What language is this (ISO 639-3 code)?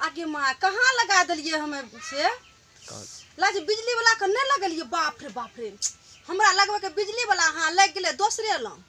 mai